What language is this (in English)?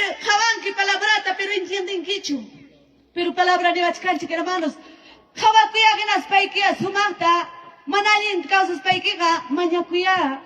Ayacucho Quechua